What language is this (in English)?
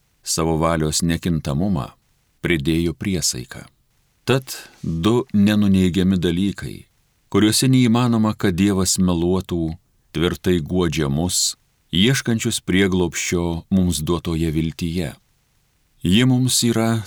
Lithuanian